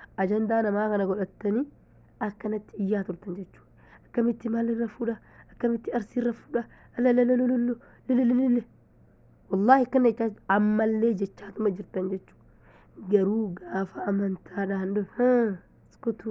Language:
Oromo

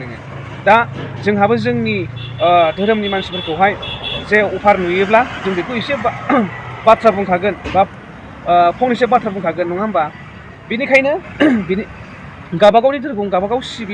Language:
Bodo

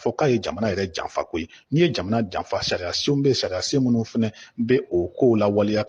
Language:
Bambara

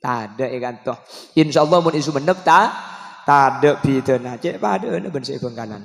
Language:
Madurese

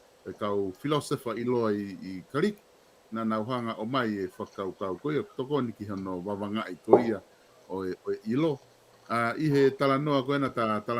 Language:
Tongan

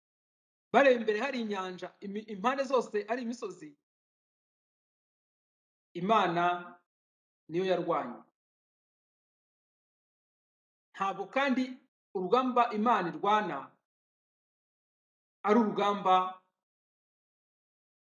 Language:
Kinyarwanda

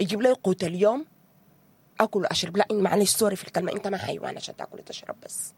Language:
Sudanese Arabic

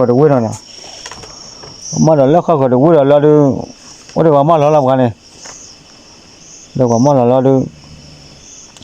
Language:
S'gaw Karen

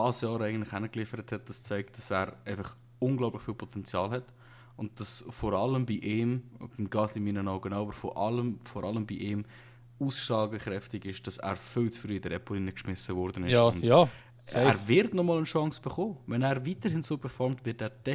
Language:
Swiss German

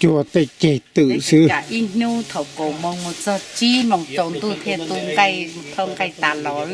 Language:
Hmong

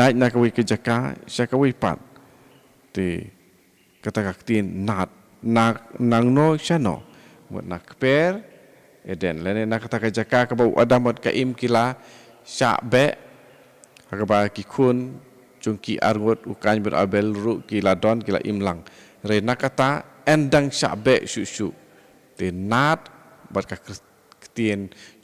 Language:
Khasi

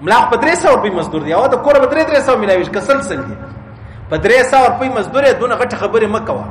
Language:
Pashto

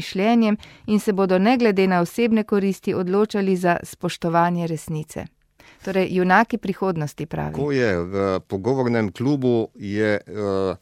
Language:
Slovenian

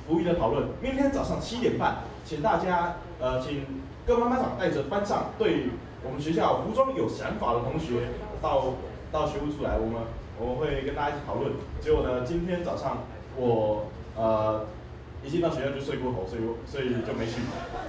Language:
Chinese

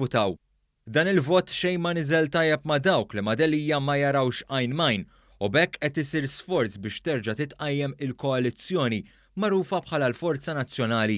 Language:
Maltese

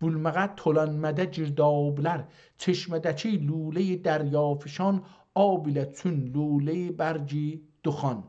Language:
South Azerbaijani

